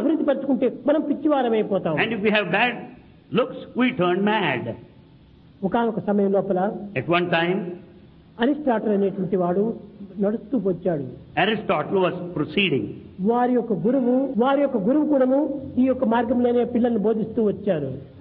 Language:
Telugu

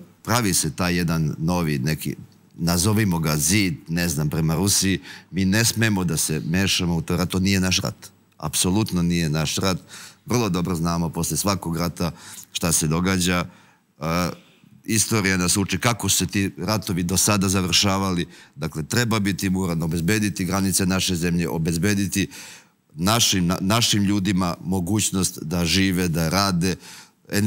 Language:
Serbian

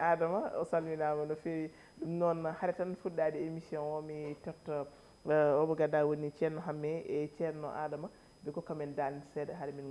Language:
Fula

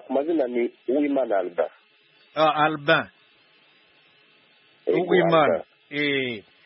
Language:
Kinyarwanda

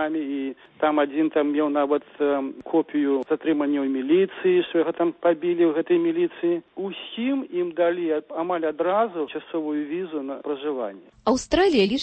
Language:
Belarusian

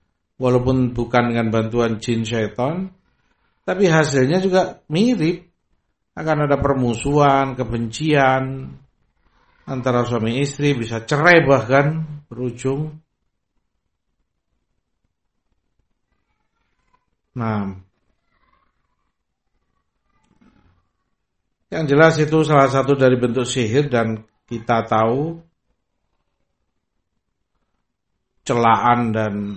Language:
Indonesian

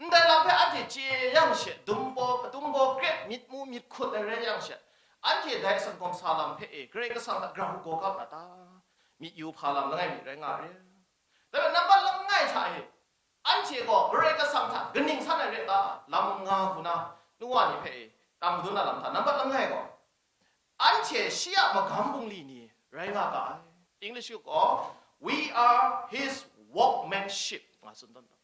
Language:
Kachin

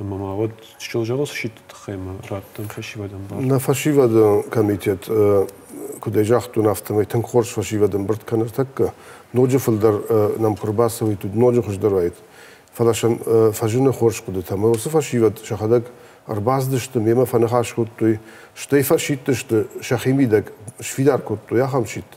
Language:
Ossetic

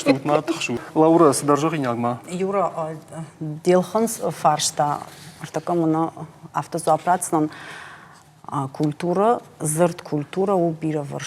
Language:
Ossetic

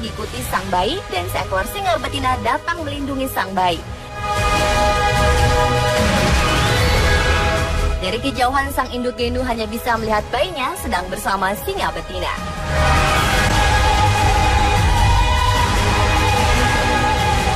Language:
Indonesian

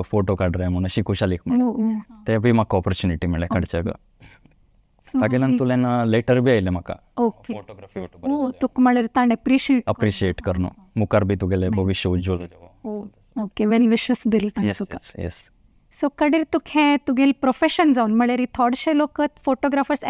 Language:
Konkani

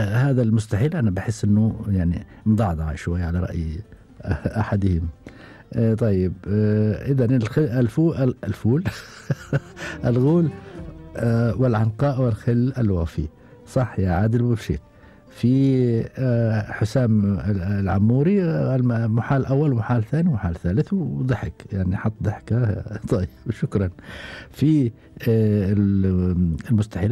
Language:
Gulf Arabic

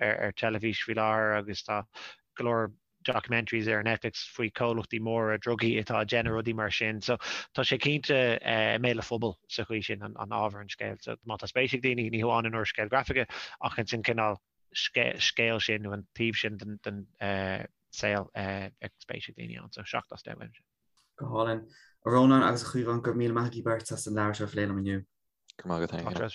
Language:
Irish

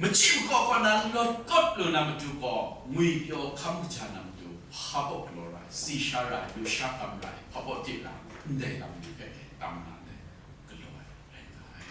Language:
Kachin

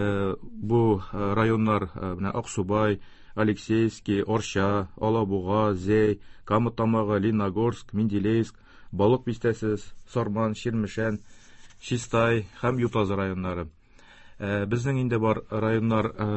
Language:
Tatar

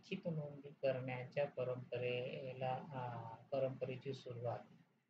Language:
Marathi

